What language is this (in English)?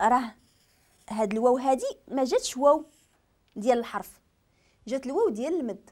Moroccan Arabic